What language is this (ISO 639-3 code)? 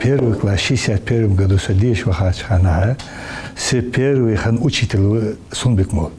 inh